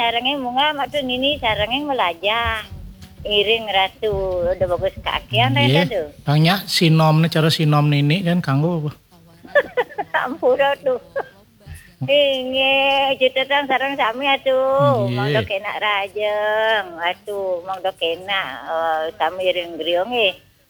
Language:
Balinese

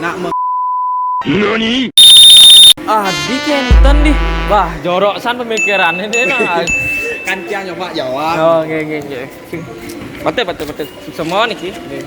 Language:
Balinese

